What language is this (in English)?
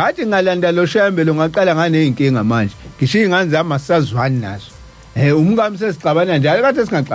Zulu